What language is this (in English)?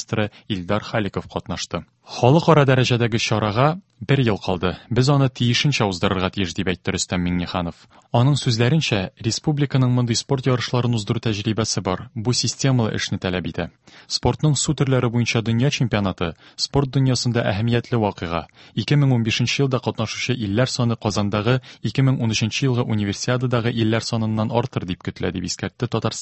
Tatar